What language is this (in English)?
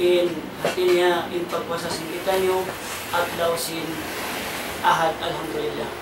Tausug